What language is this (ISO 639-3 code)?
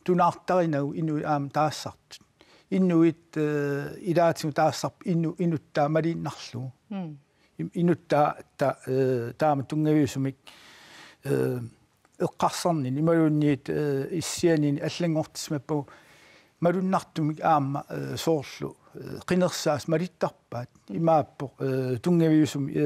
kal